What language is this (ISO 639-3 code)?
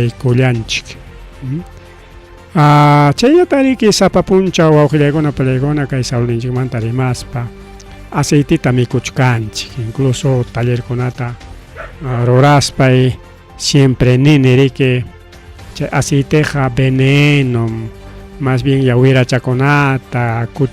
quy